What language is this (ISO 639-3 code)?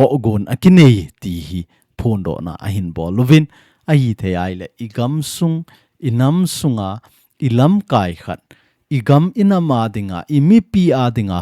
tcz